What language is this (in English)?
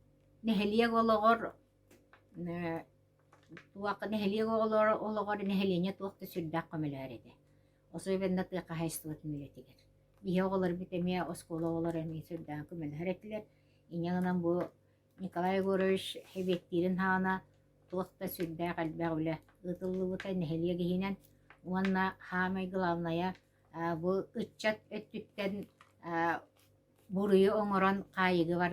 Yakut